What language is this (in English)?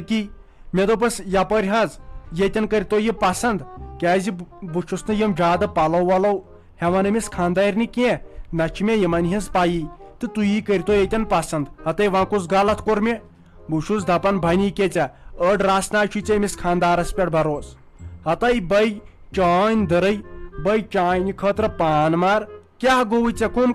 Kashmiri